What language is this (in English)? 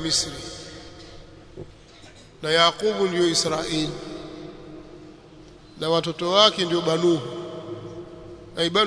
Swahili